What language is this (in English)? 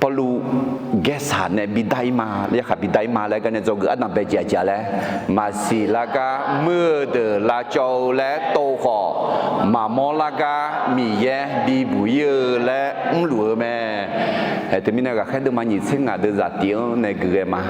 Akha